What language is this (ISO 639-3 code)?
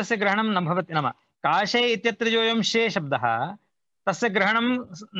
san